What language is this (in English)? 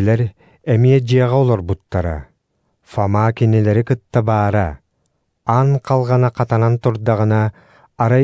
Yakut